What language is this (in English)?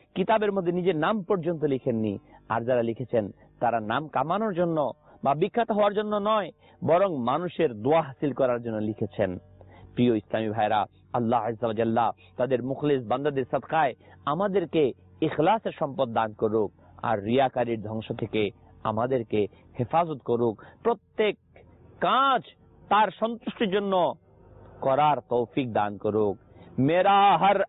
Bangla